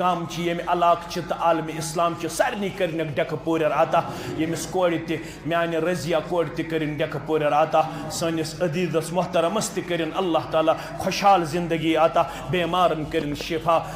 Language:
Kashmiri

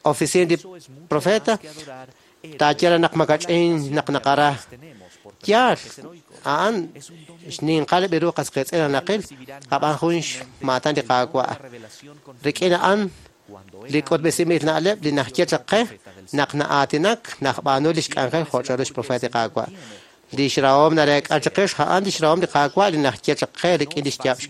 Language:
Kekchí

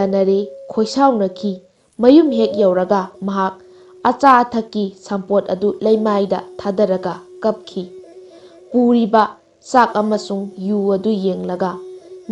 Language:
Manipuri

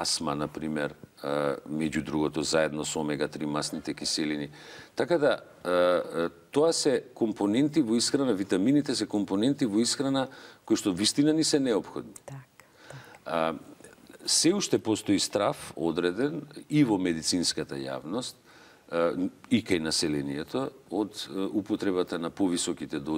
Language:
Macedonian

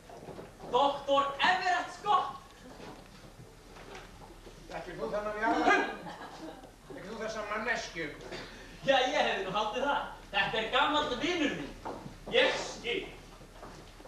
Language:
Icelandic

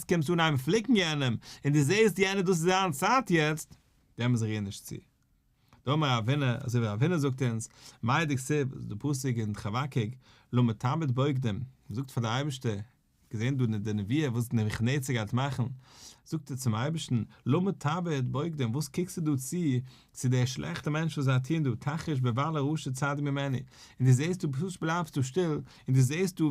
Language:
Yiddish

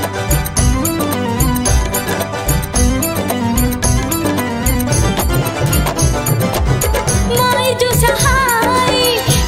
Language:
Bhojpuri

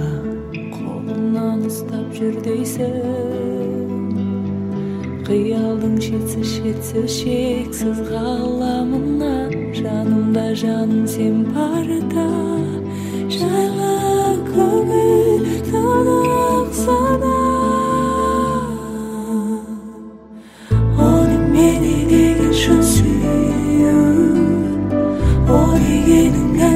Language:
Kazakh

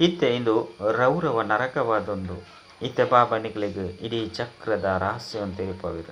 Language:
Tulu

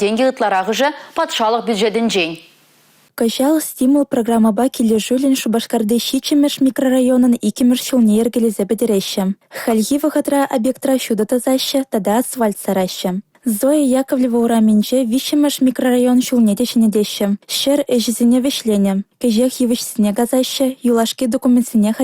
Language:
Chuvash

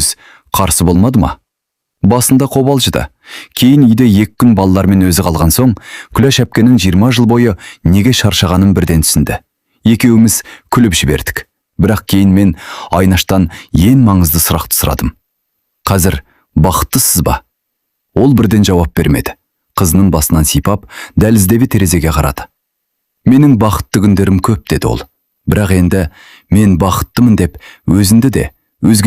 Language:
Kazakh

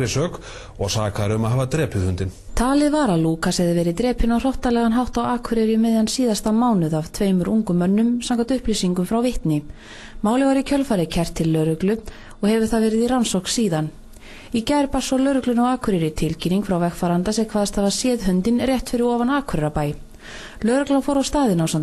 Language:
Icelandic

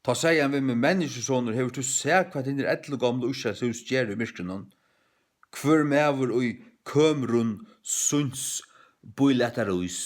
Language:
Faroese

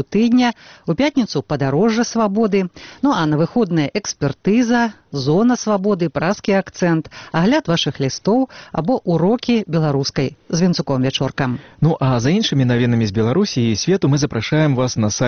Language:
Belarusian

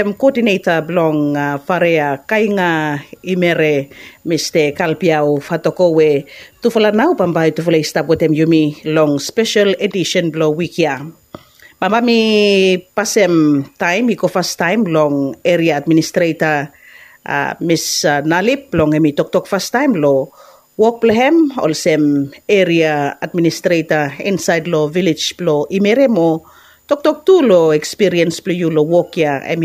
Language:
Bislama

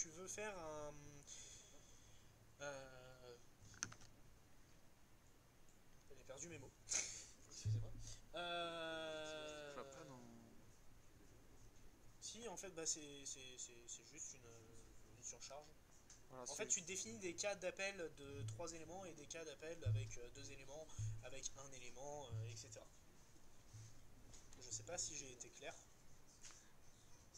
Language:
French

